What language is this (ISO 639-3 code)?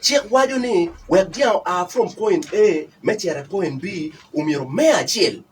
ach